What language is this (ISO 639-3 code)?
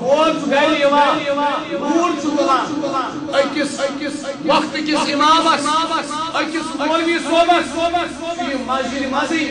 kas